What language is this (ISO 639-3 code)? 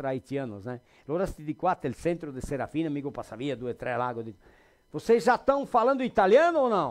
vec